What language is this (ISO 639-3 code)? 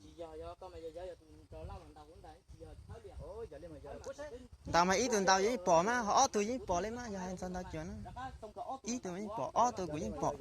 hmn